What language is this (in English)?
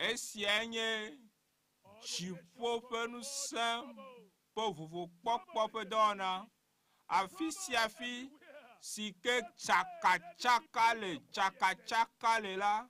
Ewe